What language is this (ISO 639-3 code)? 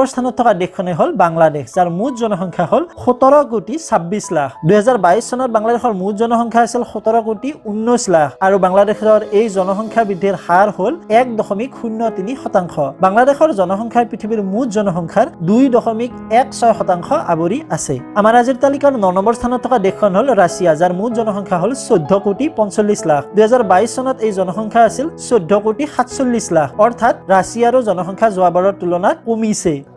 asm